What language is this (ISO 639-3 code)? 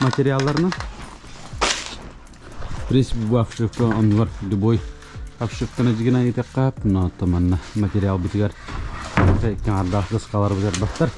sah